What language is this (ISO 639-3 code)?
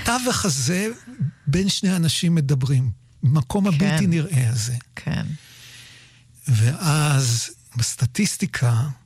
heb